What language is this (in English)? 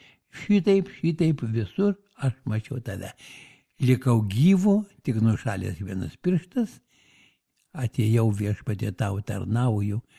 Lithuanian